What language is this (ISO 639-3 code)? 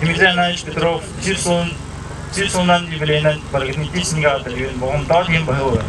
sah